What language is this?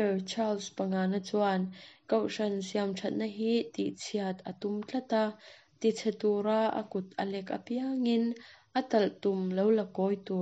Mizo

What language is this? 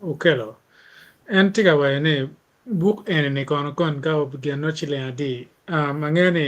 Acoli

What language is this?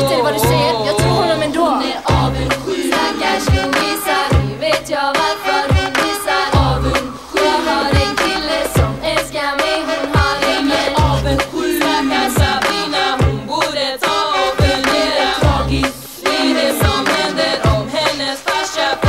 Swedish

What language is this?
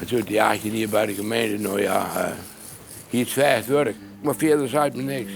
Western Frisian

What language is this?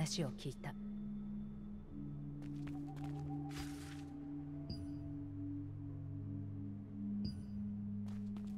Japanese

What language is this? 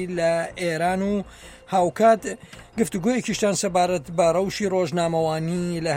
Central Kurdish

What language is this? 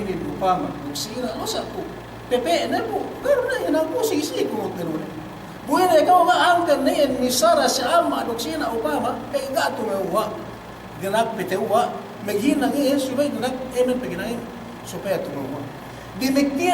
Yakan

